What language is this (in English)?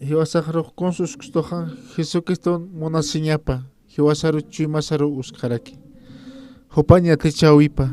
Aymara